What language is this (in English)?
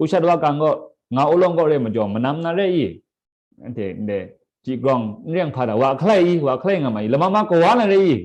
Kachin